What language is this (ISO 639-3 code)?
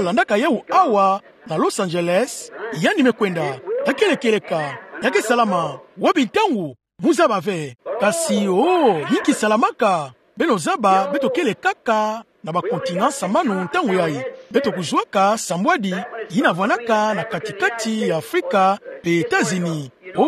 ktu